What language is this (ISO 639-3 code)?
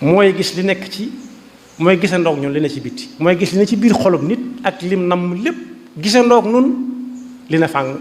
wol